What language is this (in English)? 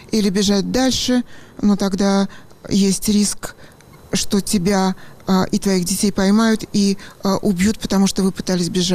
Russian